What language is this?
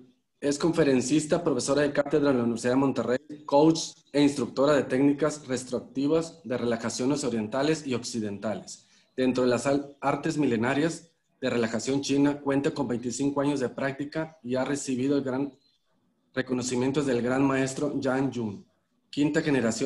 Spanish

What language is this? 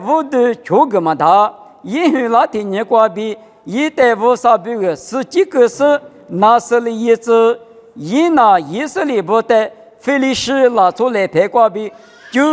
Lisu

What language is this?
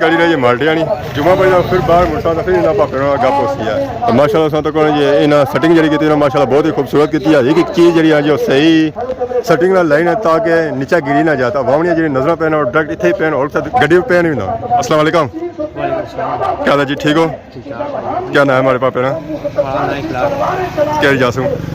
Pahari-Potwari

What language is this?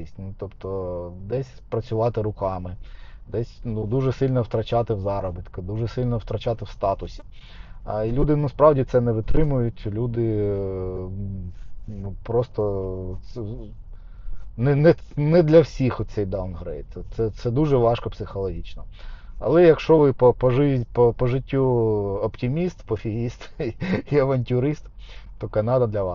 Ukrainian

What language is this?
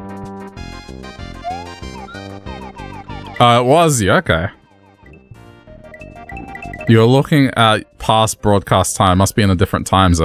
English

